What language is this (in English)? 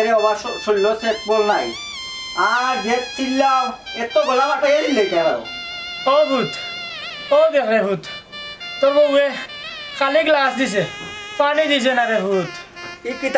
Sylheti